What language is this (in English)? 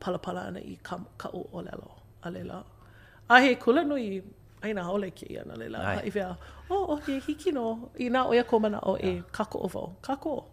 Hawaiian